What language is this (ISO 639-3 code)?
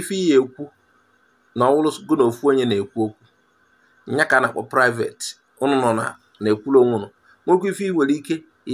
ibo